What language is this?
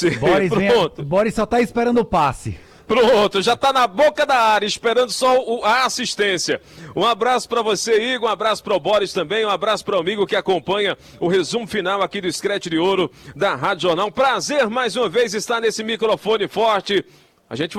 Portuguese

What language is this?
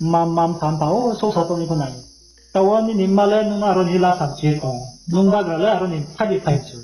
Riang (India)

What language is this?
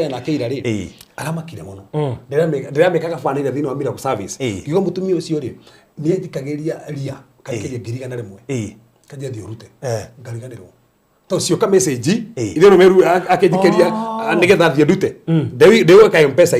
Kikuyu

